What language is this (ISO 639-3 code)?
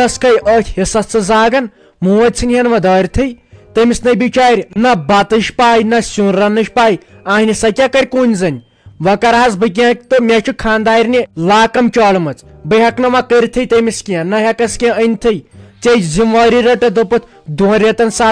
kas